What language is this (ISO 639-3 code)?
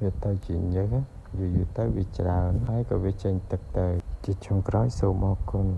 khm